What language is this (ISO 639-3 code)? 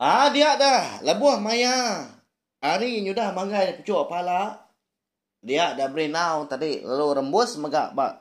iba